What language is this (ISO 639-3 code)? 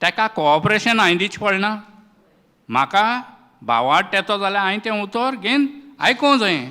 kok